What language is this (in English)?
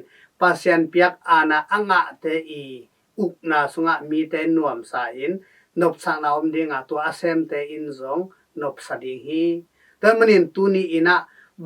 Tedim Chin